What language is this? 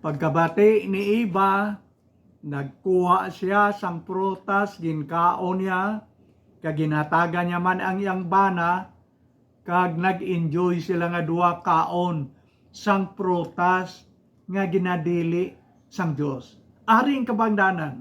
Hiligaynon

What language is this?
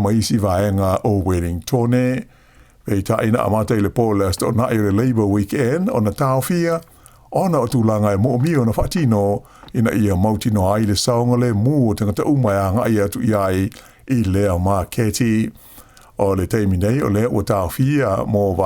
Samoan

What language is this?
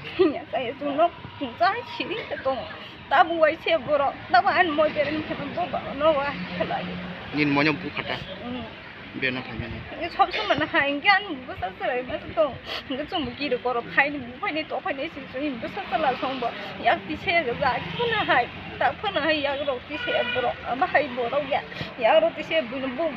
Kok Borok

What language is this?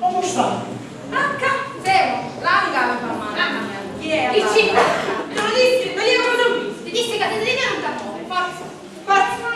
Sicilian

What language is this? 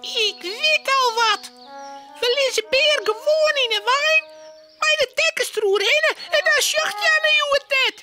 Western Frisian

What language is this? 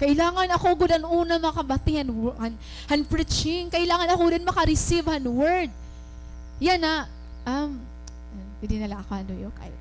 Waray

